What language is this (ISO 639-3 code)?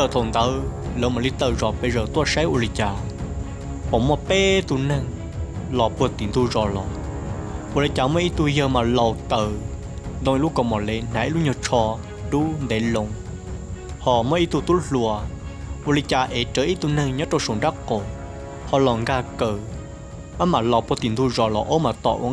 hmn